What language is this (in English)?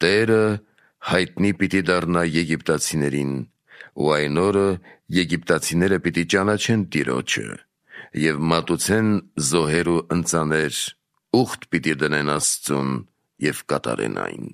Armenian